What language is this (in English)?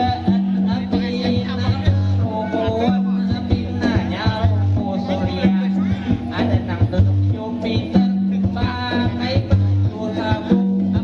Banjar